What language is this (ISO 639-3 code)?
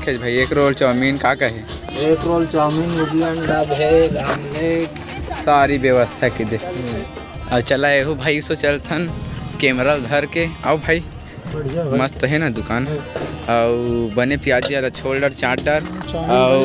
hne